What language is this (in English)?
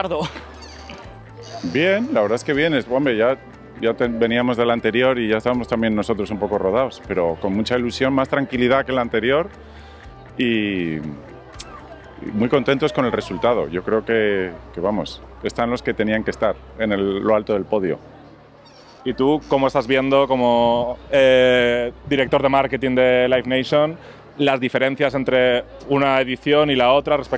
Spanish